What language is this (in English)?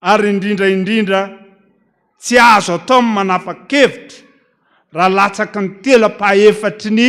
Malagasy